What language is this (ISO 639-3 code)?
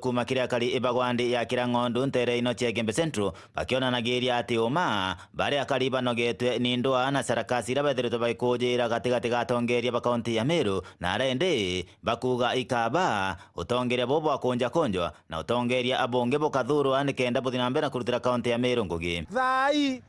mer